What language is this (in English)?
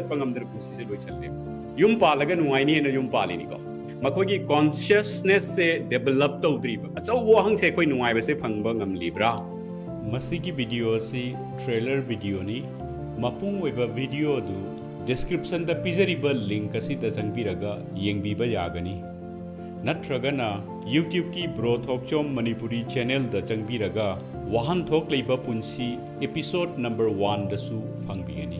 Manipuri